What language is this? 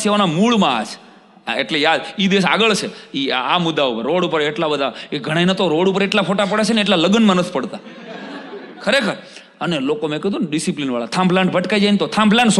Gujarati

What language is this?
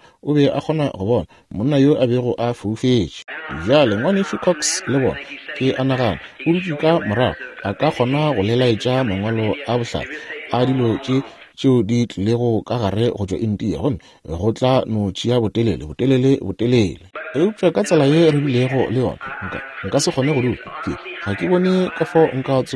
Northern Sotho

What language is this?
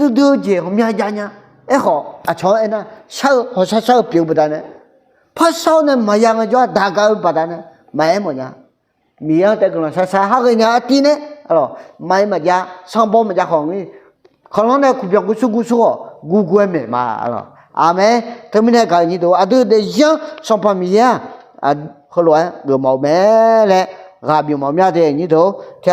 Akha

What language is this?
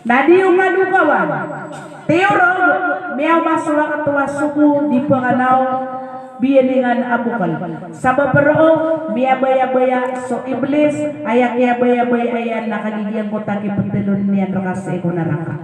Maranao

